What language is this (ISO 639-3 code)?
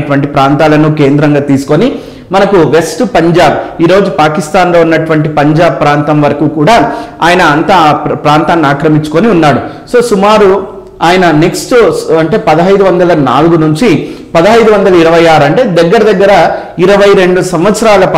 tel